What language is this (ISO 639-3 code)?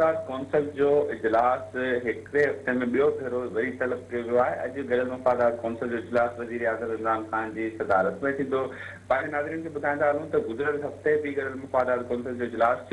snd